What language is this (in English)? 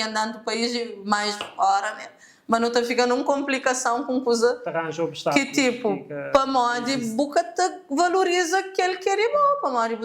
Kabuverdianu